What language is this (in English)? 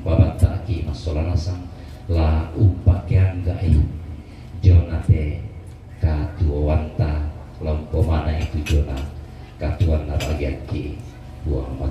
Toraja-Sa'dan